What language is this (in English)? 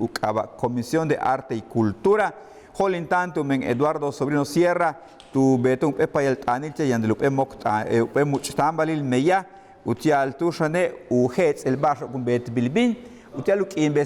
Yucateco